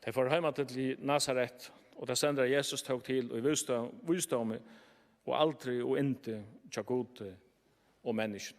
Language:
Faroese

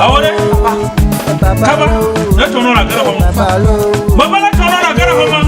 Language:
Ewe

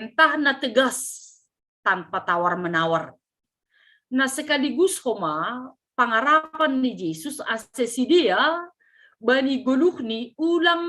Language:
Batak Simalungun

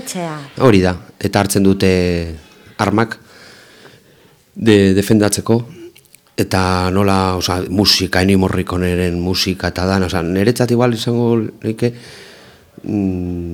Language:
Basque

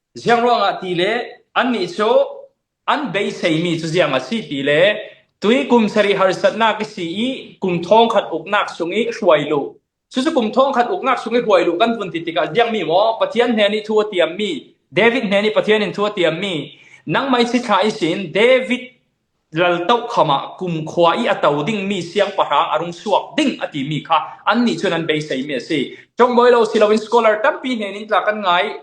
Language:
Falam Chin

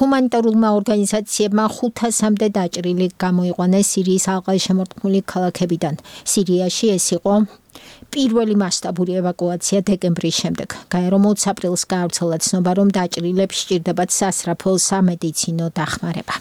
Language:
Georgian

